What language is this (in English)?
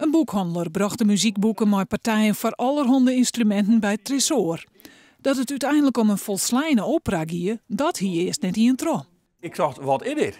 Western Frisian